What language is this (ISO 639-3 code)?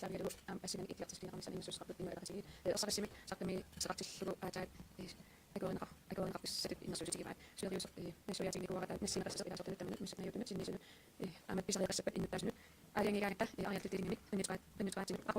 kal